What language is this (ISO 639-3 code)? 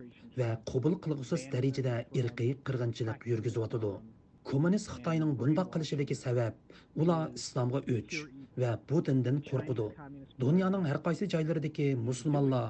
uig